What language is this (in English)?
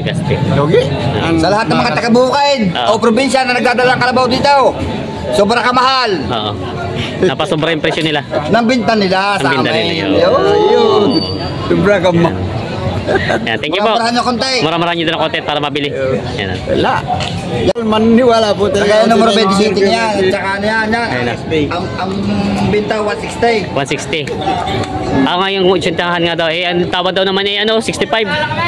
Filipino